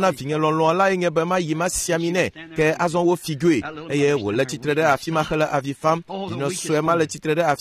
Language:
Ewe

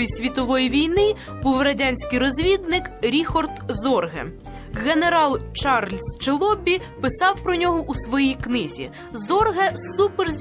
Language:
Ukrainian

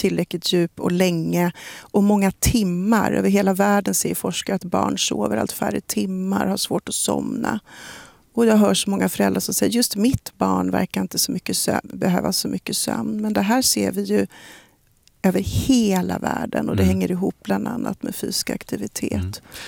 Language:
Swedish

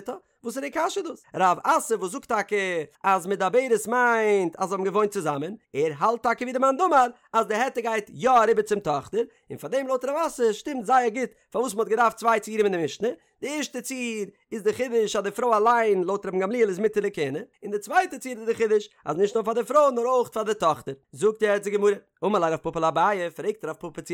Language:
Yiddish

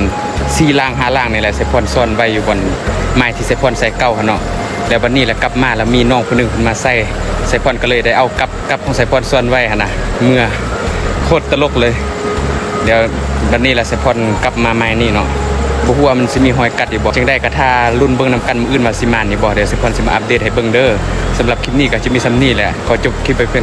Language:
Northeastern Thai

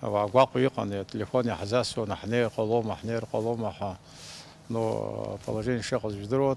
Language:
Abkhazian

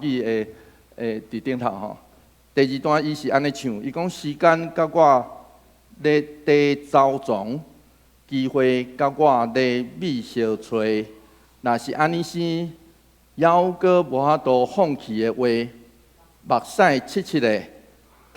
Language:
Min Nan Chinese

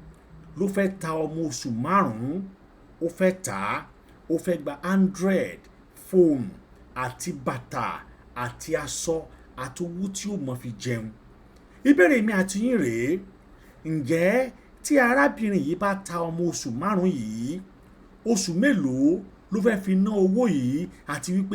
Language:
Yoruba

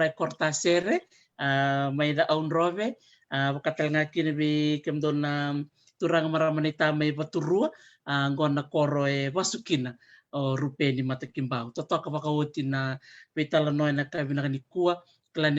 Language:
Fijian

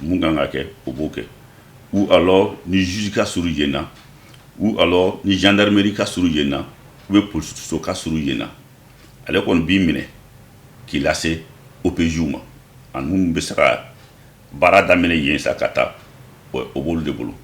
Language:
Bambara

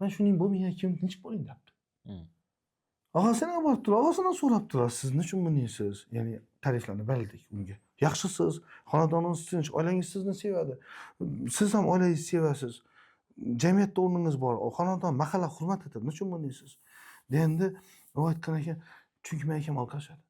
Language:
Uzbek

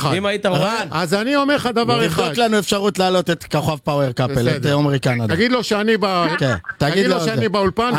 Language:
Hebrew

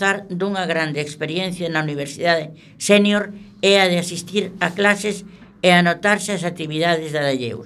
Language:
Galician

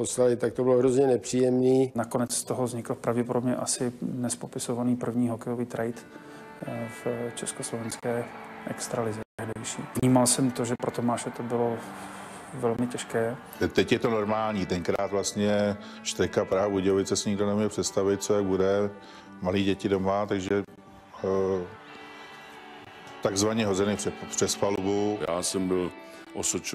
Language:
Czech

